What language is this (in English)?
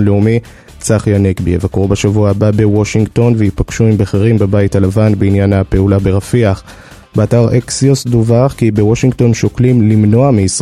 Hebrew